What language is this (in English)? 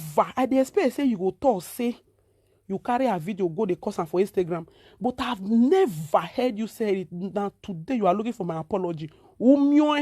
Nigerian Pidgin